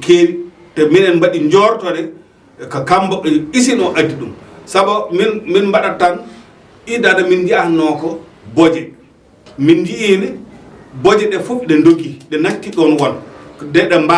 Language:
Fula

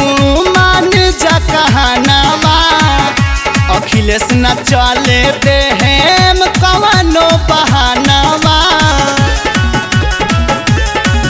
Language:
Bhojpuri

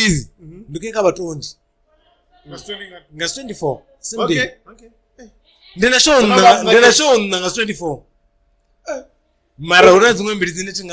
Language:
Venda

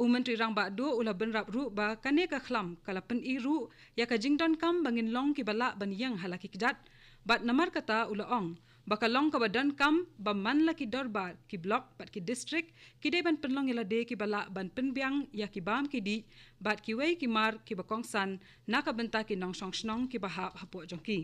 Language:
Khasi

